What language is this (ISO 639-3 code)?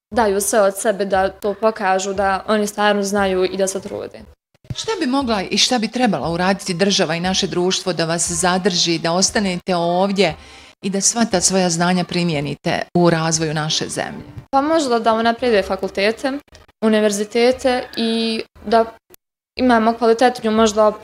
bos